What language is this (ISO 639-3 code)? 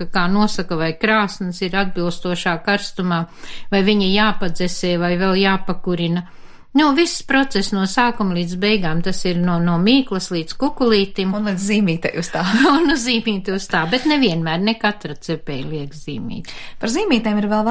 lav